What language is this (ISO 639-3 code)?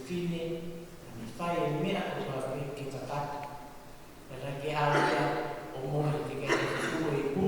ton